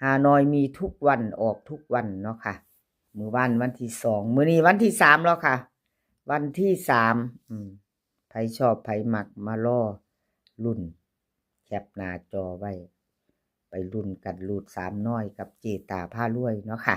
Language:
Northeastern Thai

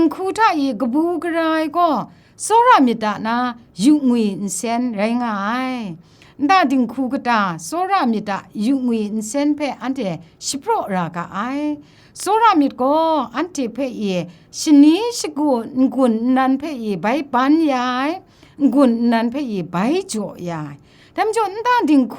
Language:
Kachin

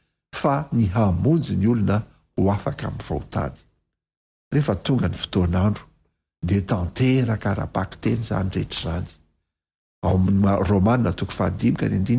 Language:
Malagasy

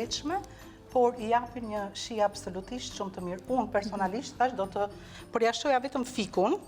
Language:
Albanian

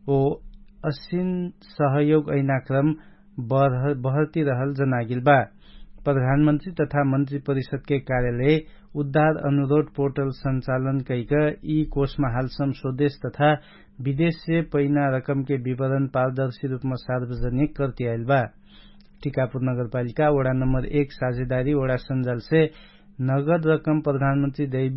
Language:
Dangaura Tharu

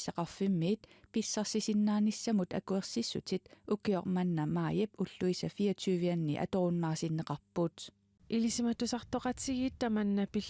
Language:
Kalaallisut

